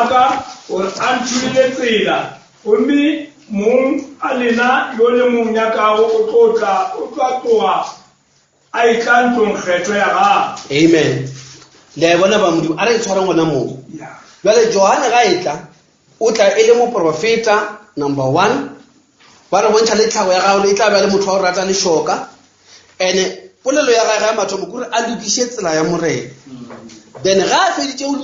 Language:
Northern Sotho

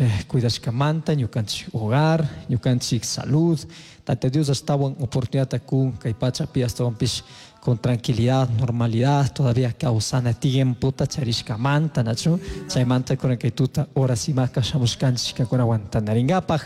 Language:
Chimborazo Highland Quichua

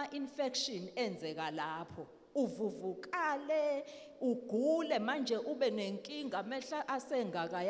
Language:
Zulu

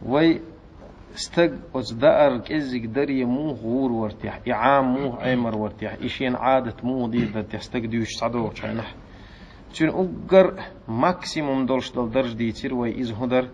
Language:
Chechen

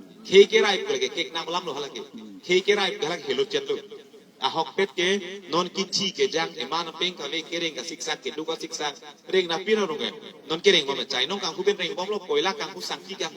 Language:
Karbi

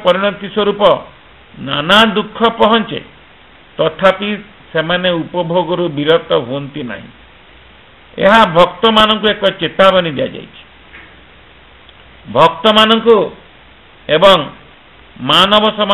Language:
Odia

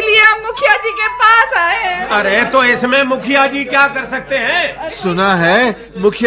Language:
Hindi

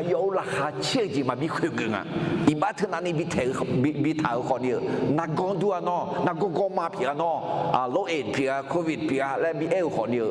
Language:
Akha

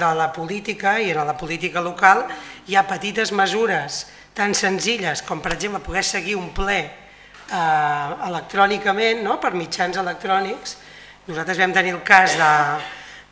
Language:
Catalan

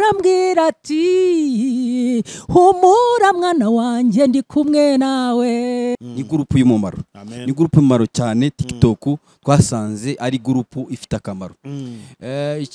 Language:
Kinyarwanda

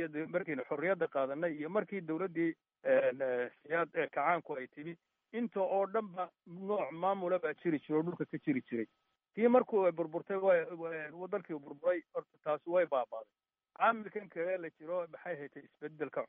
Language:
Somali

